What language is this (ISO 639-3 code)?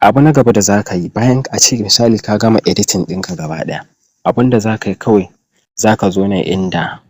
hau